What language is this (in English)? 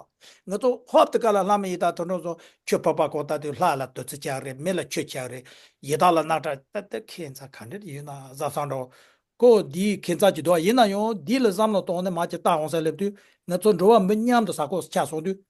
Tibetan